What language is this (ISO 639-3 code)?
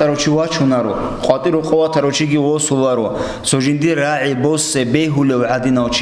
ava